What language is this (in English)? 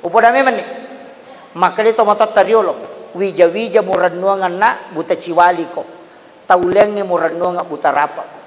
Buginese